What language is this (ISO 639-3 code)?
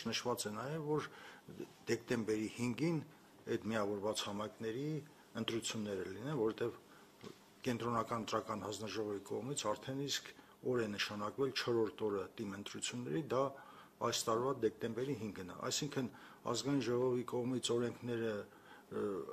hye